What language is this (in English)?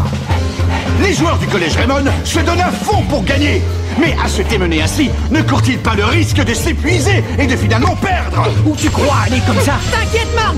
French